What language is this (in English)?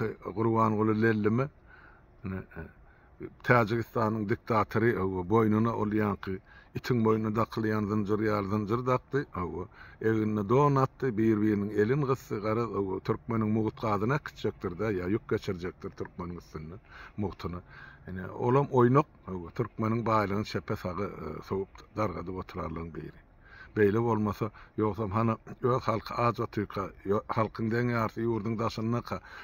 Turkmen